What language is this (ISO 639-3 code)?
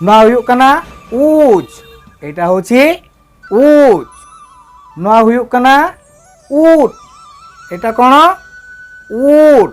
sat